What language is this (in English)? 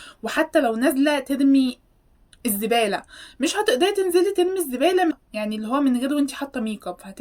Egyptian Arabic